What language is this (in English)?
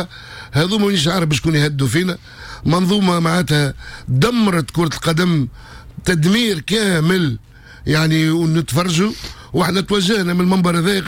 Tunisian Arabic